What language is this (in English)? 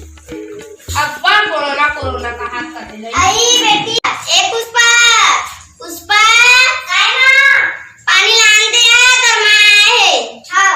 Chhattisgarhi